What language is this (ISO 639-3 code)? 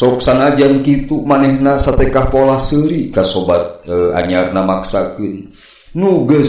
sun